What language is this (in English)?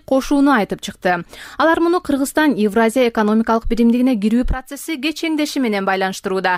Kyrgyz